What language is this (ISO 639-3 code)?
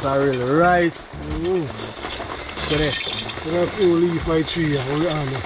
jam